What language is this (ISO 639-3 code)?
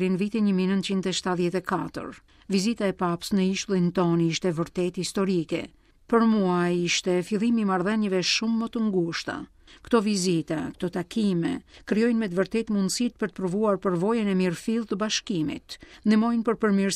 sqi